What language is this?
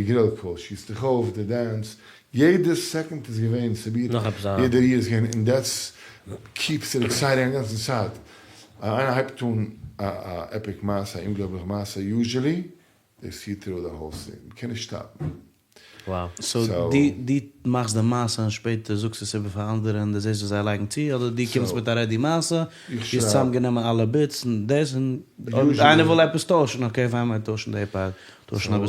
Yiddish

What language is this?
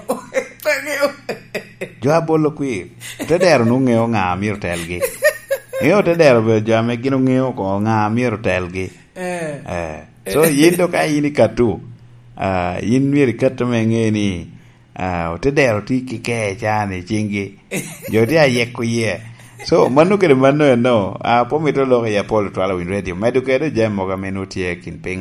Lango (Uganda)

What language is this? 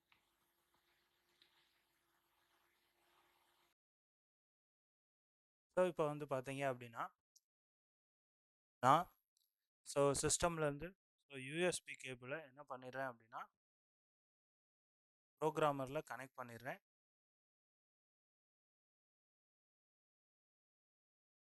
Tamil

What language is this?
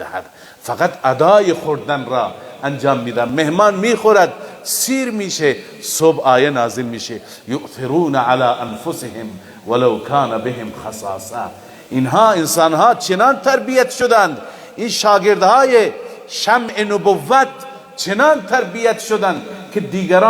Persian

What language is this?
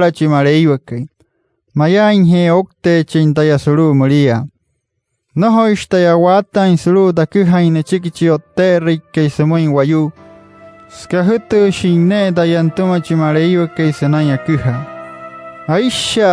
Wayuu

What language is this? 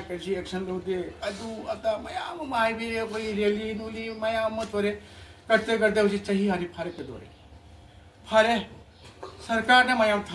Manipuri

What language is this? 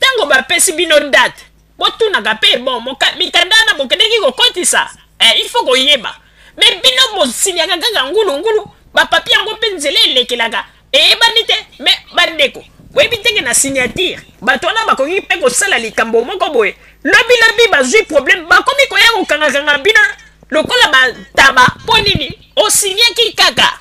Lingala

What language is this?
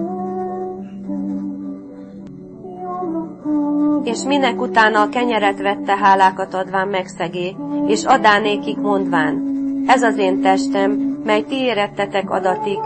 Hungarian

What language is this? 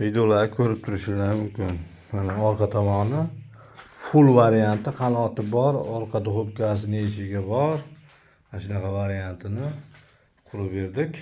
Uzbek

